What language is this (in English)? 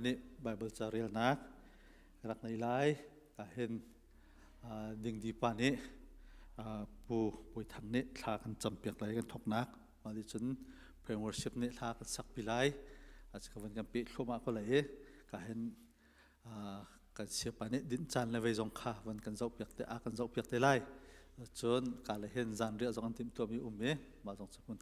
Hakha Chin